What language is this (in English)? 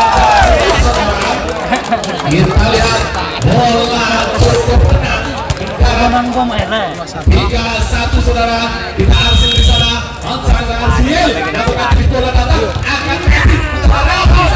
Indonesian